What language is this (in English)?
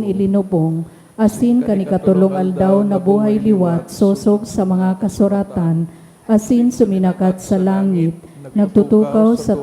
Bikol